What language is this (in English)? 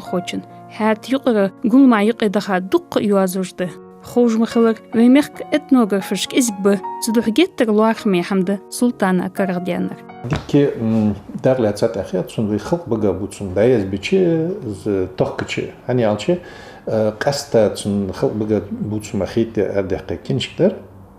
Ingush